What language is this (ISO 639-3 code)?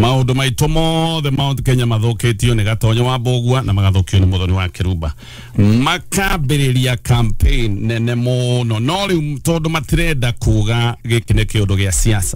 kik